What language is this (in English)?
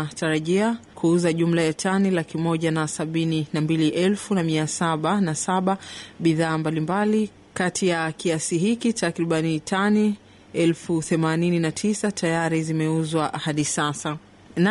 Swahili